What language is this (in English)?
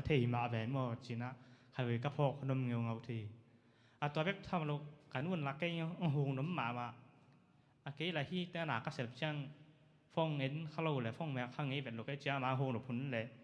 Tedim Chin